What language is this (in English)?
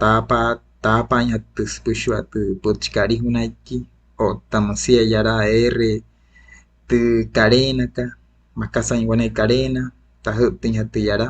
Wayuu